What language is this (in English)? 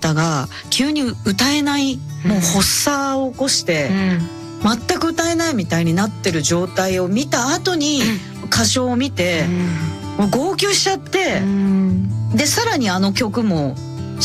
Japanese